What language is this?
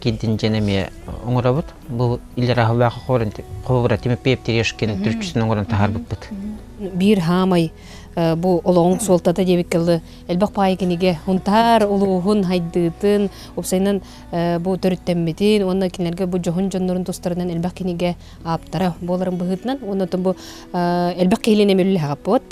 Yakut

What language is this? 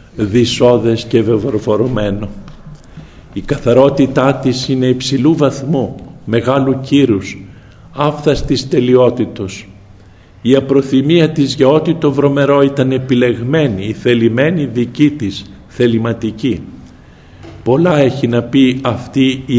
Greek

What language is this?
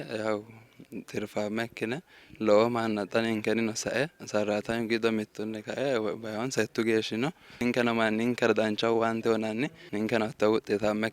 Sidamo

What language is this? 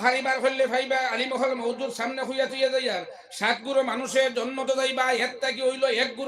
Sylheti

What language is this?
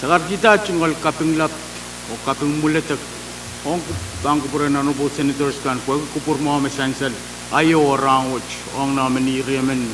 Pohnpeian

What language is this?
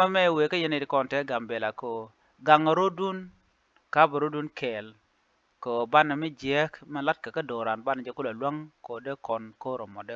Nuer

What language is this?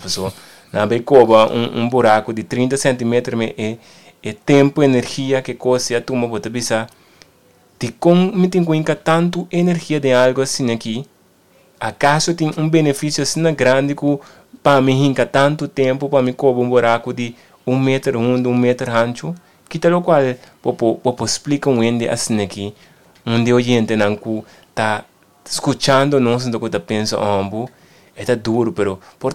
Papiamento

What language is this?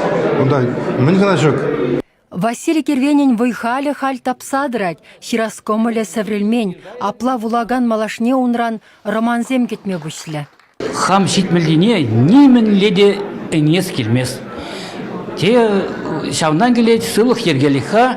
Chuvash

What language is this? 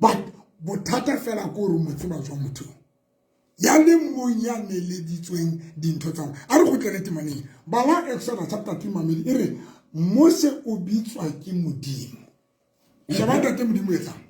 Southern Sotho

